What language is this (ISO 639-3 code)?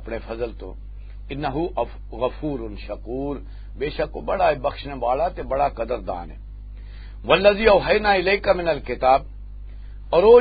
lah